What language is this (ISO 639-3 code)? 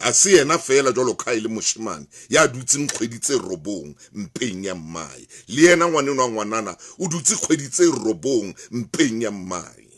sot